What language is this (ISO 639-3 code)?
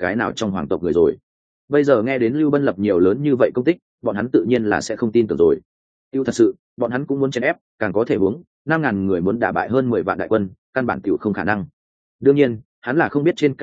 vie